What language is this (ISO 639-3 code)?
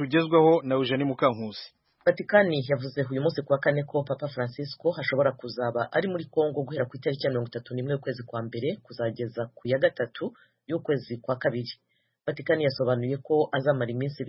kin